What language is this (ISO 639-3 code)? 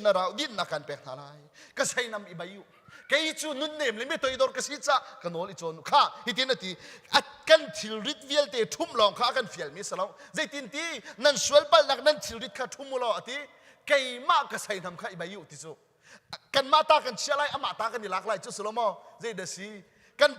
cnh